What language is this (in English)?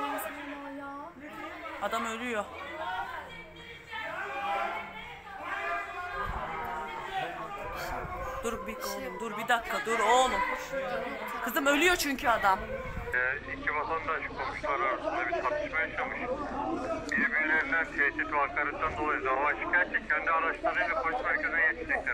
Turkish